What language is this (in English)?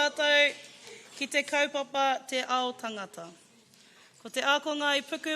Māori